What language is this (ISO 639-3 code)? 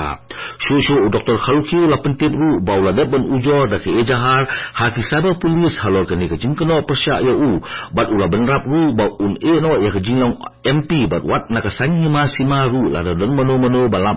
kha